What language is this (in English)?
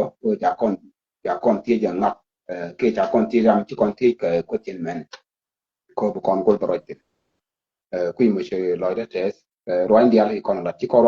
Nuer